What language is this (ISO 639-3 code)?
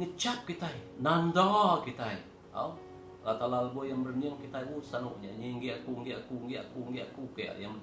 iba